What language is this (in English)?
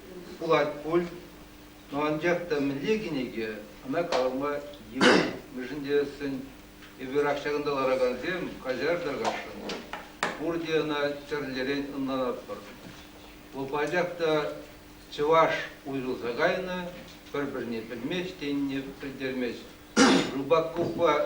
Chuvash